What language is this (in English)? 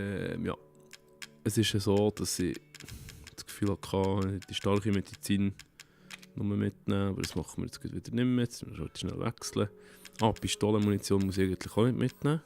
Swiss German